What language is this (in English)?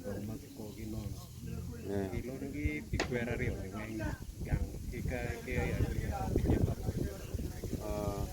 Acoli